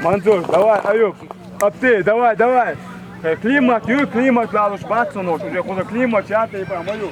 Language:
Chechen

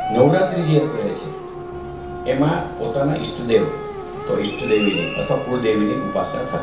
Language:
Gujarati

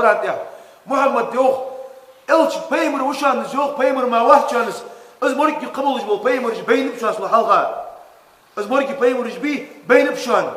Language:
Ingush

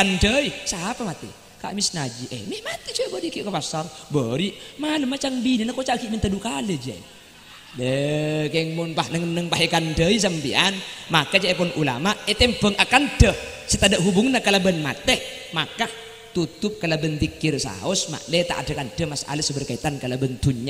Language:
Madurese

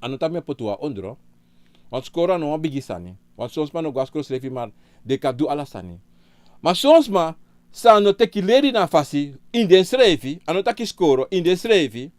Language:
Sranan Tongo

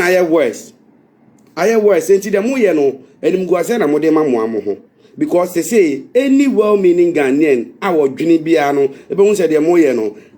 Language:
Akan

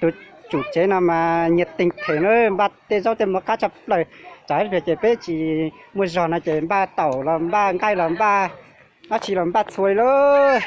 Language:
Hmong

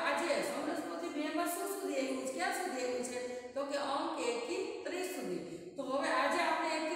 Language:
Gujarati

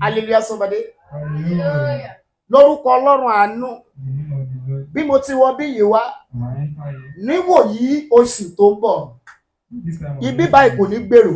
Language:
Yoruba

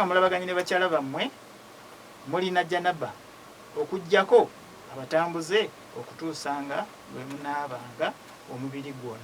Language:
Ganda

